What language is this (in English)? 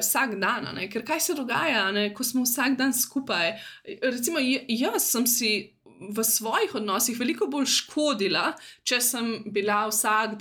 Slovenian